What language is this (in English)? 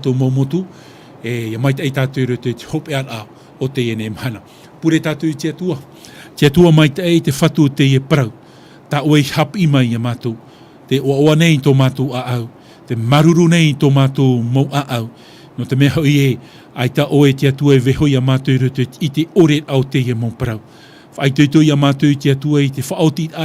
Tahitian